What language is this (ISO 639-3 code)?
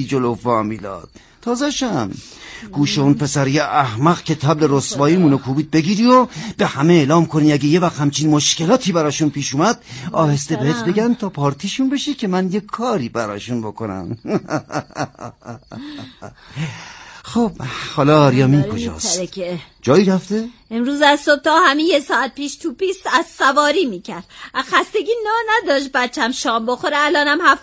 fas